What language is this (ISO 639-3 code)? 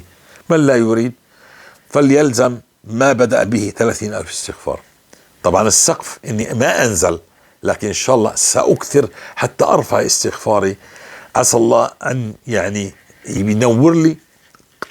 apc